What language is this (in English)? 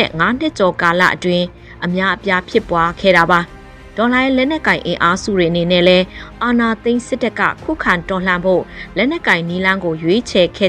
Burmese